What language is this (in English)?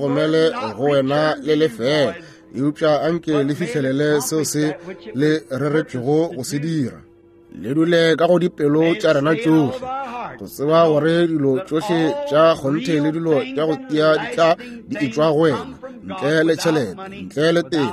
Northern Sotho